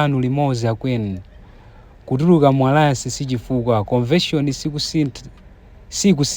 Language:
Nyanja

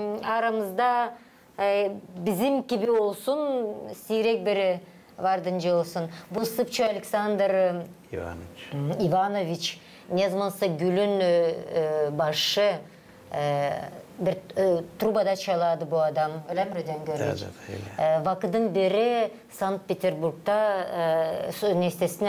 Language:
Gagauz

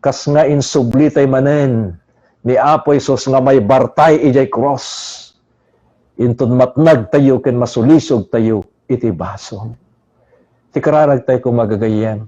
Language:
Iloko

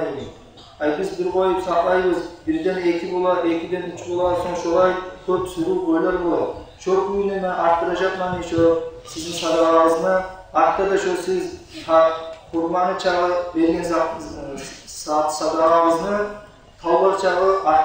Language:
Kumyk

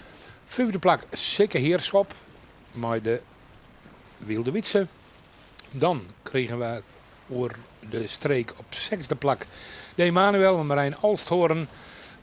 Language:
Western Frisian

